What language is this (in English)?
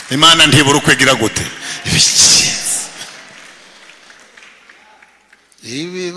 Kinyarwanda